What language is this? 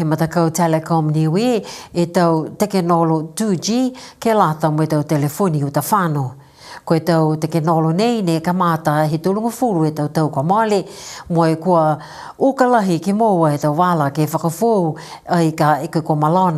Niuean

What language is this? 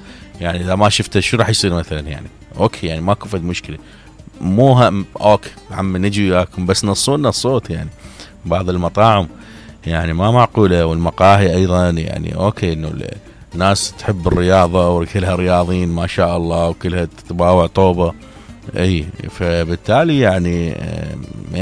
Mesopotamian Arabic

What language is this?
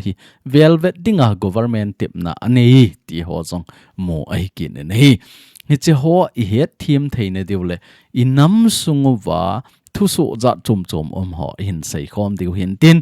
Thado Chin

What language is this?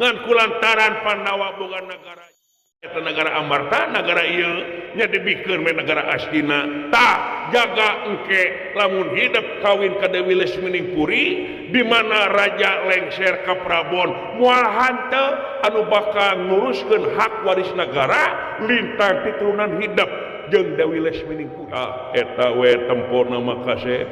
Sundanese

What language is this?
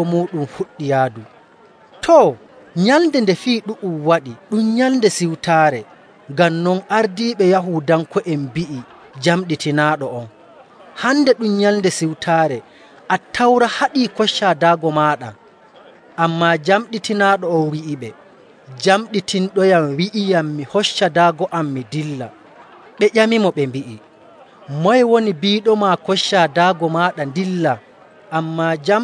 Nigerian Fulfulde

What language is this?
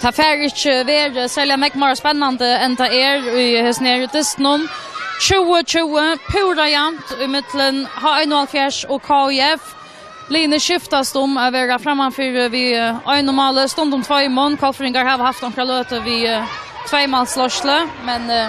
Faroese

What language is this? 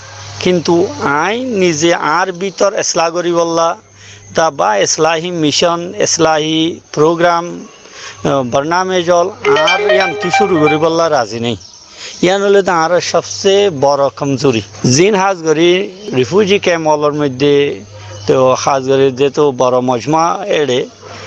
Rohingya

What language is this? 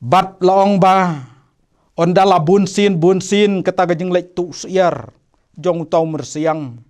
Khasi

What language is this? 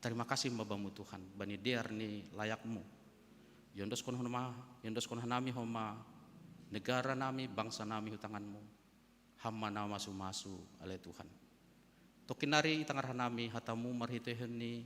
Batak Simalungun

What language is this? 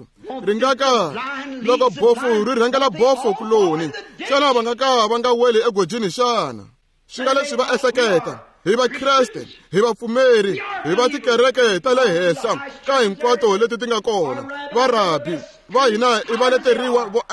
Tsonga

